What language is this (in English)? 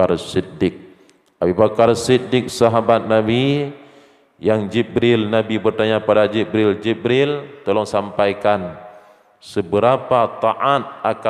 Achinese